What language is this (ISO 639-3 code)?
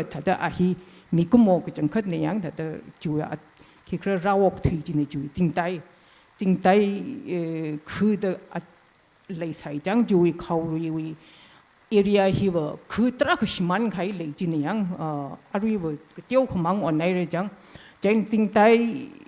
nmf